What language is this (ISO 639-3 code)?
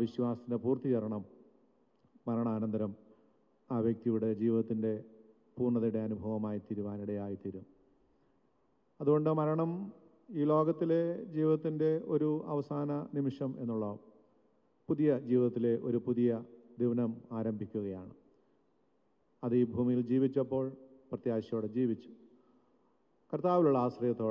mal